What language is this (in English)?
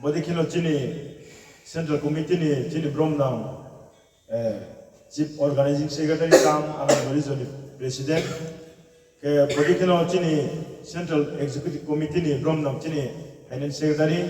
Riang (India)